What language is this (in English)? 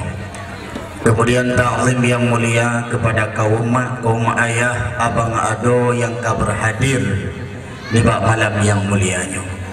Achinese